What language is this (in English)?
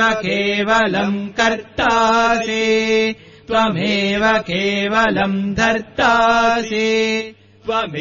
Sanskrit